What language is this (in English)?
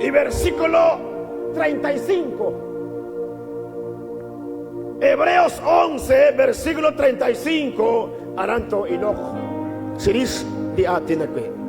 Kekchí